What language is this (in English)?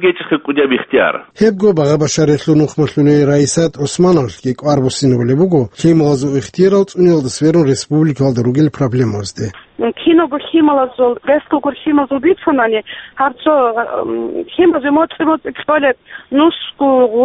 Avaric